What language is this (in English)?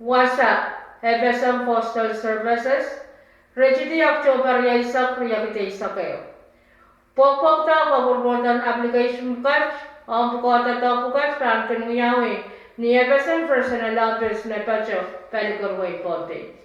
Pohnpeian